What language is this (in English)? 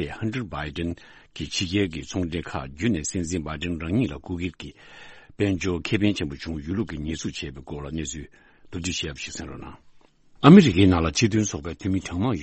Tibetan